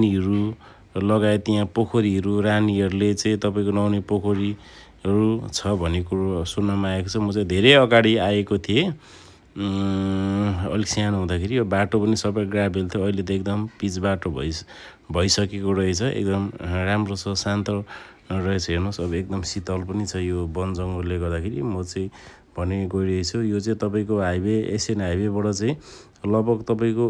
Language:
Nepali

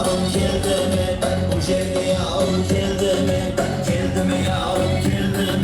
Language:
Kara-Kalpak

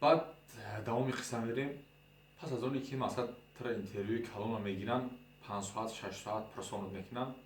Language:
Tajik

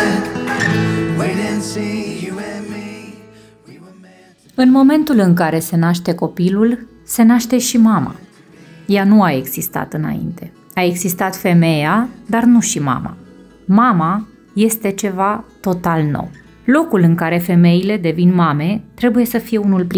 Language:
Romanian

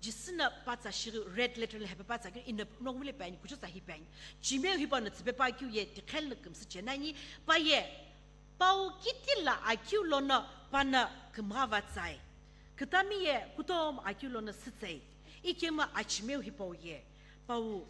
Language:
Sumi Naga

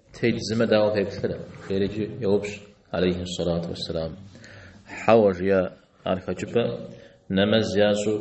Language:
Kabardian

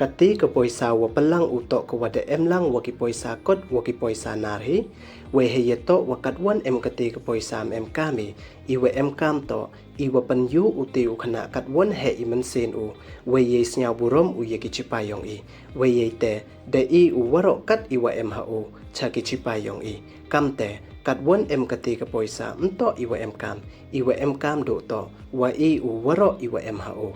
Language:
Pnar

